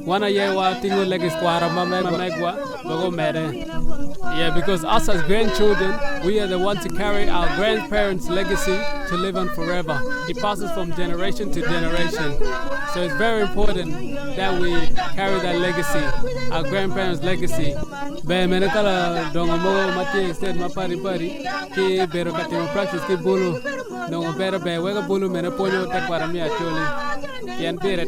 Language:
Acoli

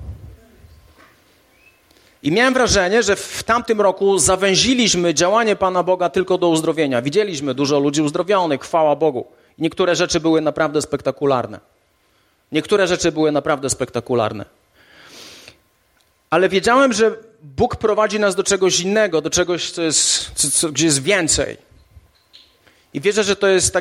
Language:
Polish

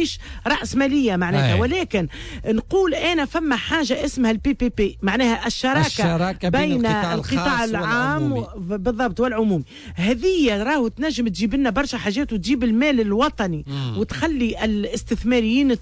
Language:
Tunisian Arabic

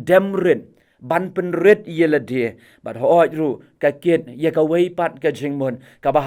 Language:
Khasi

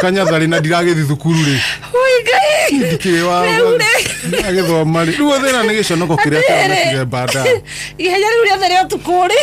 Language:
Kikuyu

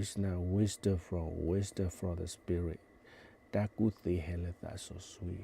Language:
S'gaw Karen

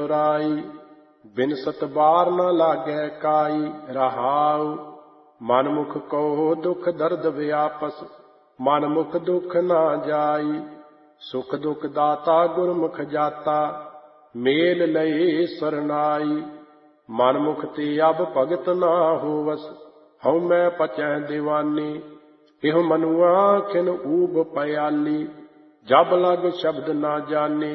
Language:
Punjabi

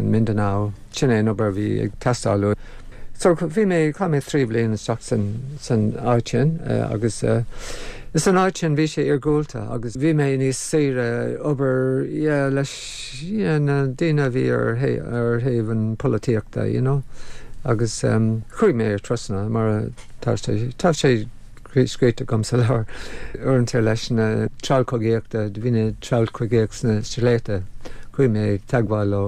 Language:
Irish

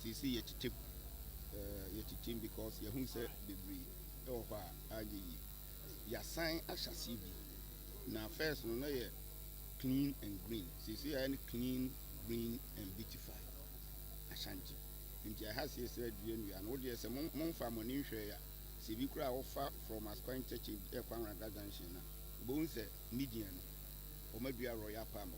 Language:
Akan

